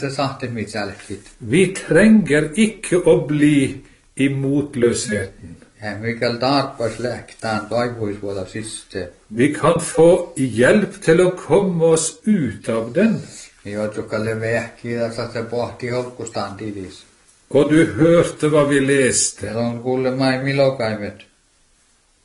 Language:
Norwegian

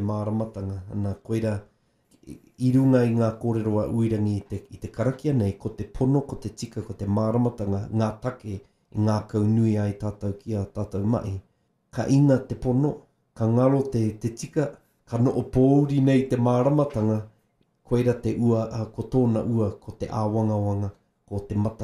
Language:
Māori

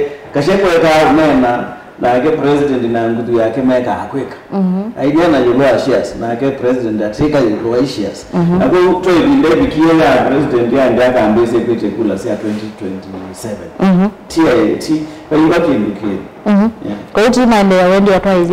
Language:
Kamba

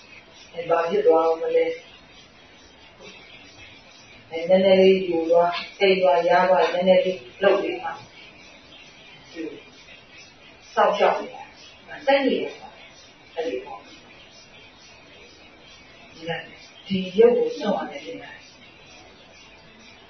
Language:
Burmese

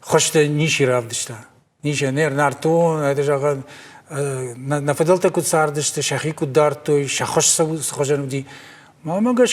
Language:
Ossetic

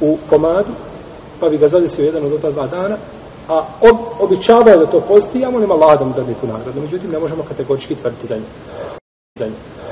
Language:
Bosnian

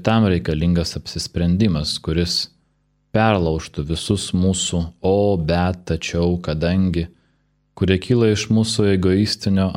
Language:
Lithuanian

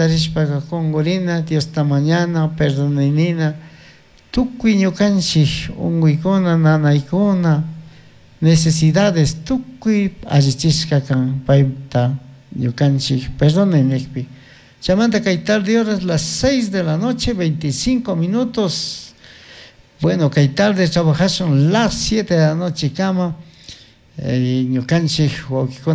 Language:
Chimborazo Highland Quichua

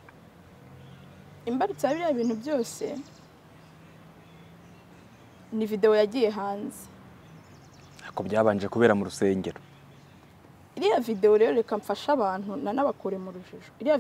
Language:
Kinyarwanda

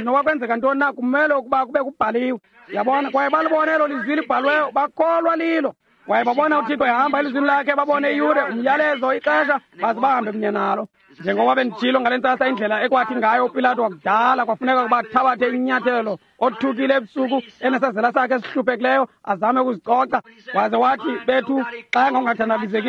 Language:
Xhosa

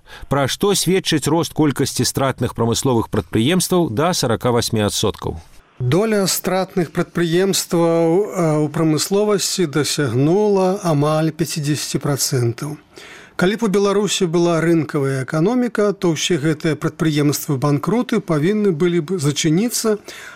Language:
Belarusian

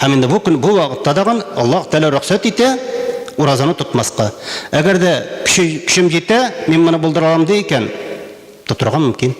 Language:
Tatar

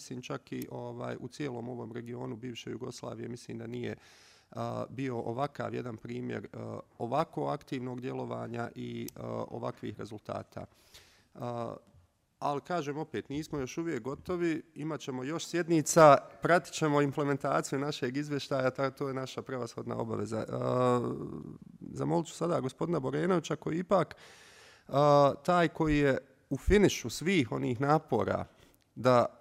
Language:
Bosnian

